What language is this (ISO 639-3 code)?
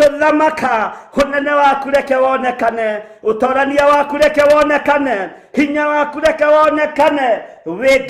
kik